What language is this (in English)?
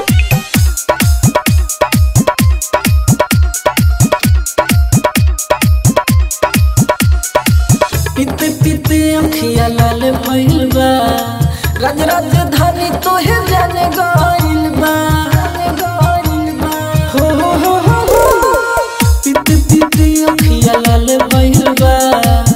Bhojpuri